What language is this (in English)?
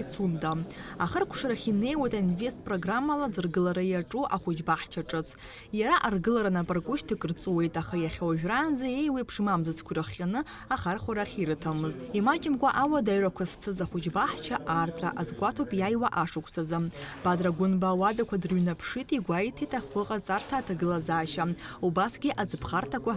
Abkhazian